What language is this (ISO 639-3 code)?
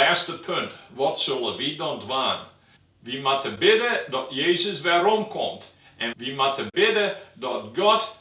fry